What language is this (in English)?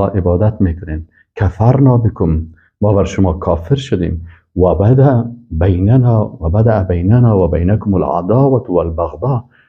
Persian